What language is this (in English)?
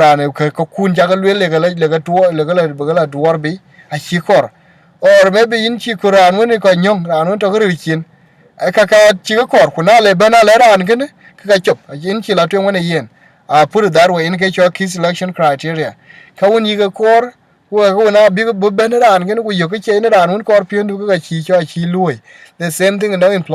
Dinka